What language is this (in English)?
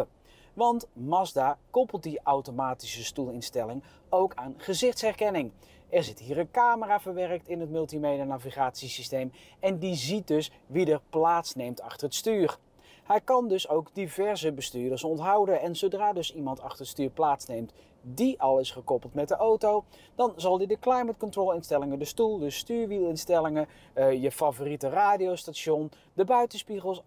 Dutch